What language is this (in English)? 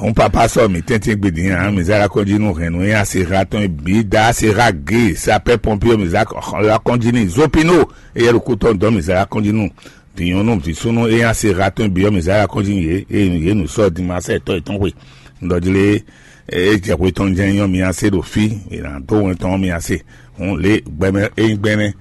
Fon